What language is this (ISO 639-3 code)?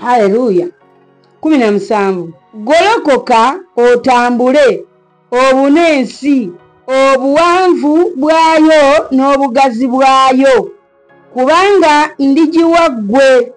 lug